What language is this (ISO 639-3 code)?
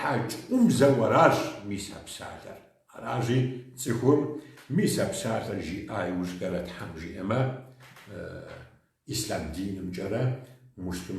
kbd